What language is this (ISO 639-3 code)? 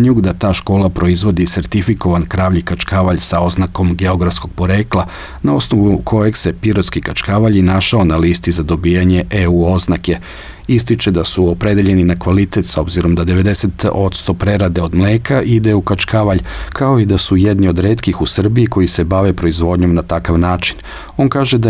srp